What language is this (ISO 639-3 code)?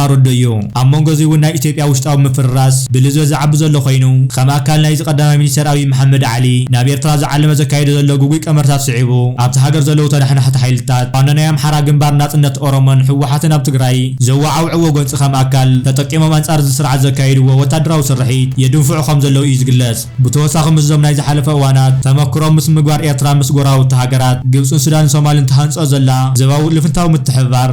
tir